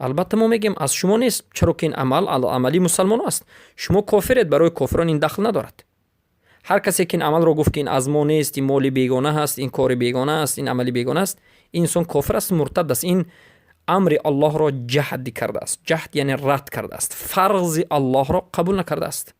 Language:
Persian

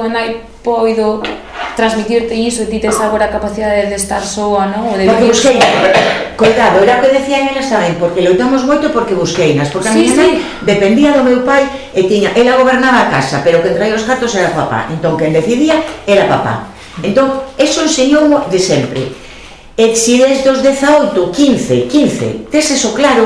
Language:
Galician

